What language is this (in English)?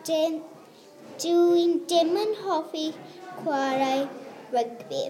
Welsh